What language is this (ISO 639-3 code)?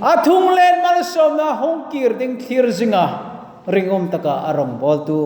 hmr